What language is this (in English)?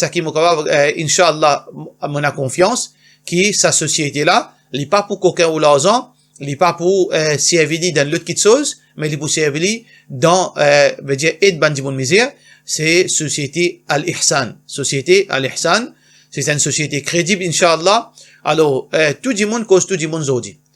Morisyen